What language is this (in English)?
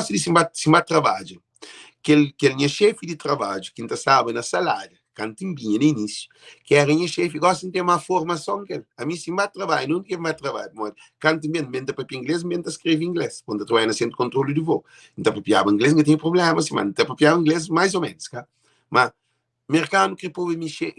Kabuverdianu